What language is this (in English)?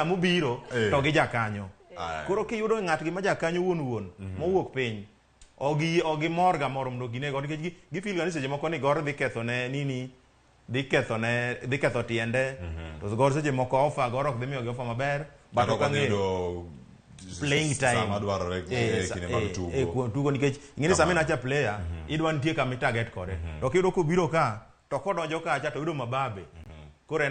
Luo (Kenya and Tanzania)